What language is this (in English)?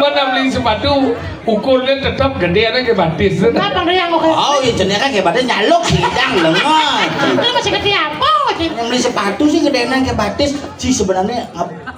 Balinese